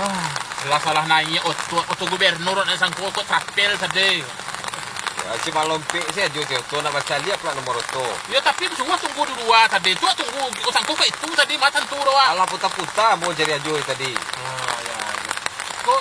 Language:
Minangkabau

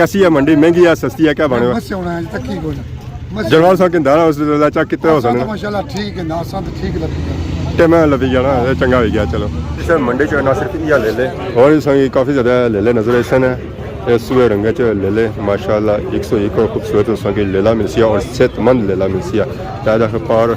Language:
Pahari-Potwari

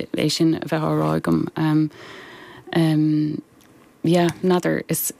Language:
Irish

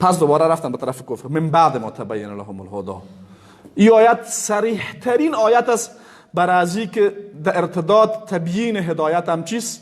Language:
Persian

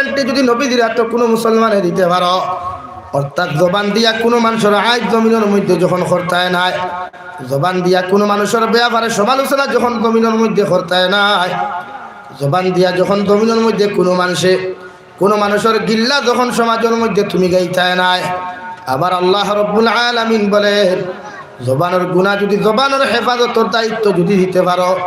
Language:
Sylheti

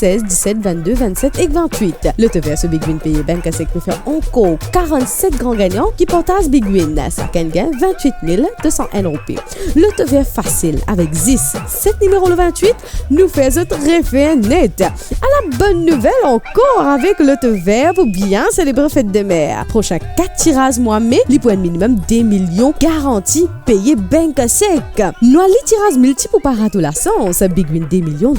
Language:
Morisyen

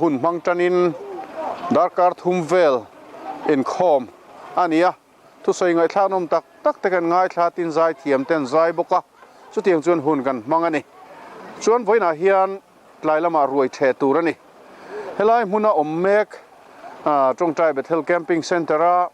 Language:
Mizo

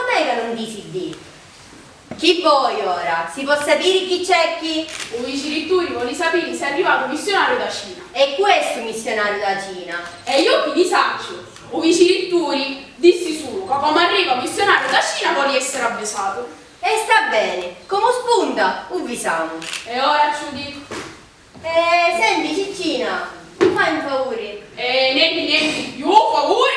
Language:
Sicilian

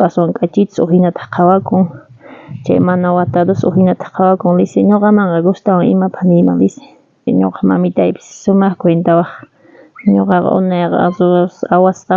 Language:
South Bolivian Quechua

